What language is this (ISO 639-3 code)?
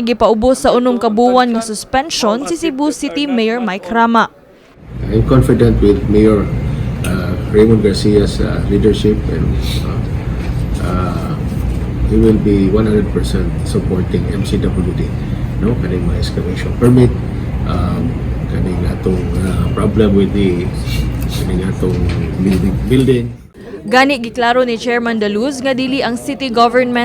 ceb